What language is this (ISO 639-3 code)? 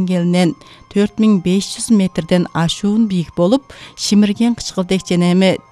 kir